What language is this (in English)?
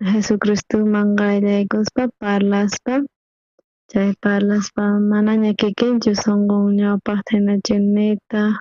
South Bolivian Quechua